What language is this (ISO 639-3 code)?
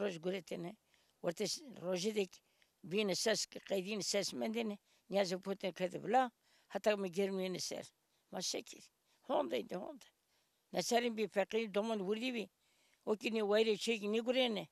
zza